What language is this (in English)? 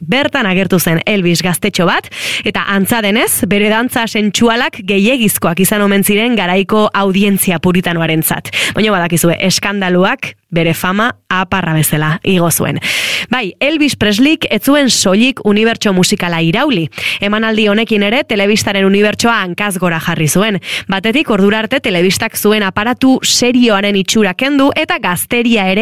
Basque